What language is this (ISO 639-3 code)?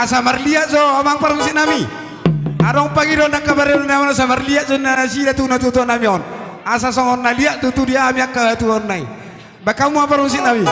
bbc